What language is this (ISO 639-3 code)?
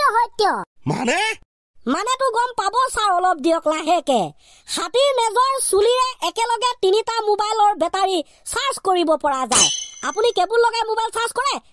asm